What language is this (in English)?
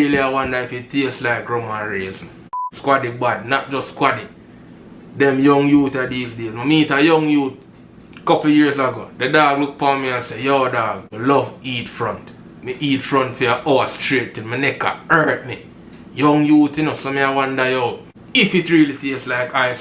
Jamaican Creole English